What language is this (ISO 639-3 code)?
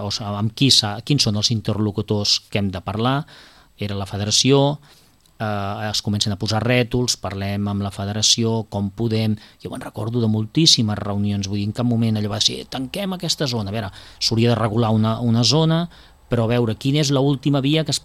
cat